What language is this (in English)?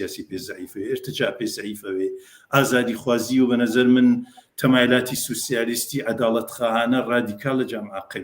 Central Kurdish